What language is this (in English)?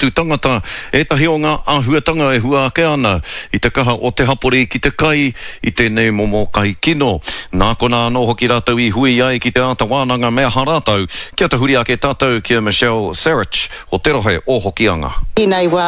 Māori